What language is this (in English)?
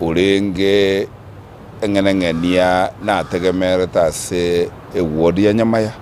Gusii